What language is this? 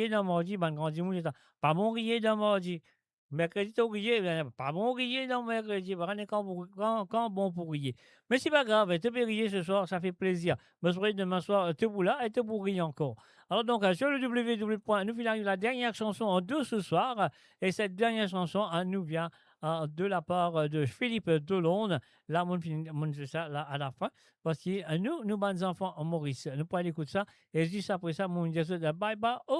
Morisyen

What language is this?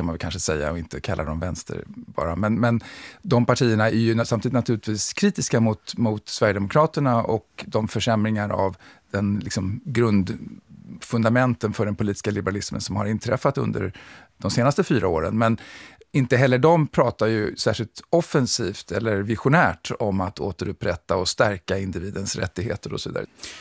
Swedish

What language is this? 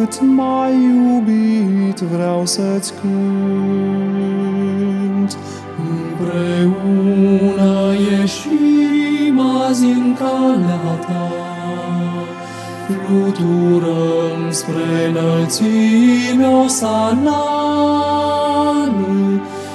Romanian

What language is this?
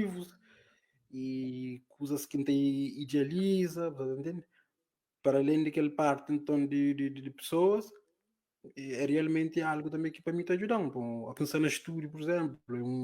Kabuverdianu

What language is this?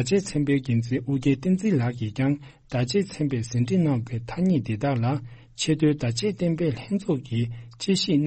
Tibetan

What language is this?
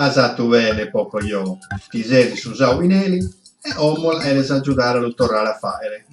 Sardinian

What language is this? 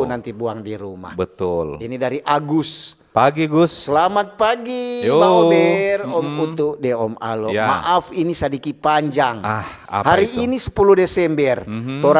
Manado Malay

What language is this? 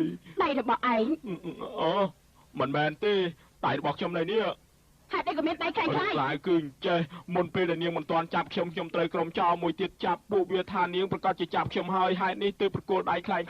Khmer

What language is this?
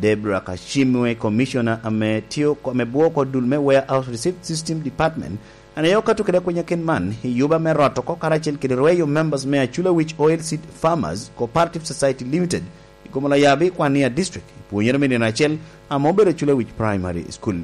Lango (Uganda)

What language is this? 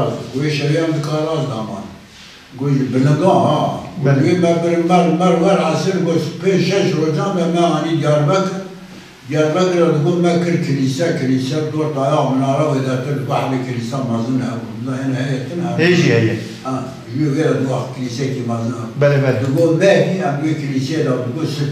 Kurdish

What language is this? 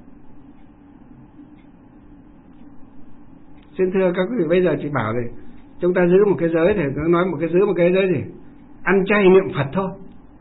Vietnamese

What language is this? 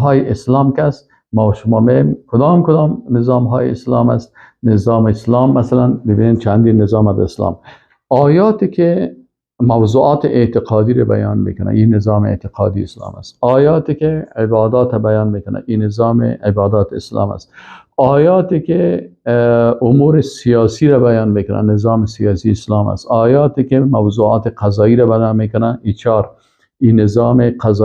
Persian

